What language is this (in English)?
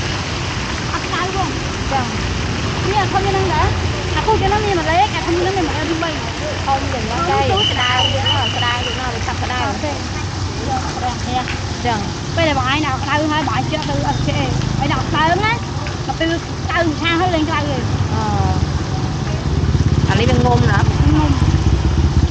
Vietnamese